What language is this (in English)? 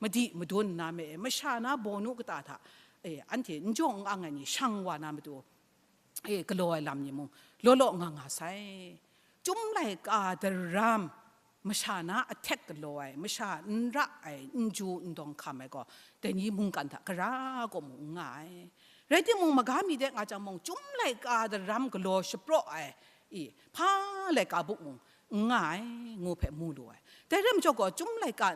Kachin